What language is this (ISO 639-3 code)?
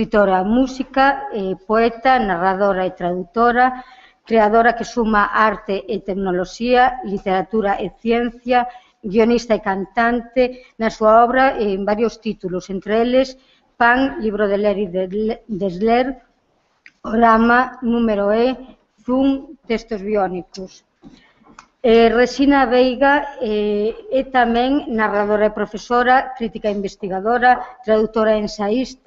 glg